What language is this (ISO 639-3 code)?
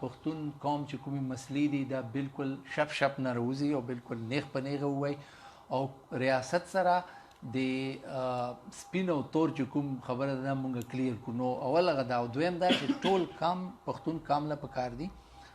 pus